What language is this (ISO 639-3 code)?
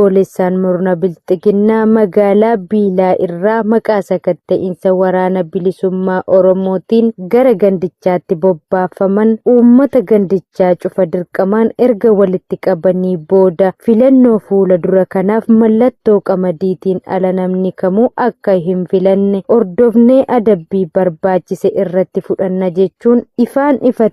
orm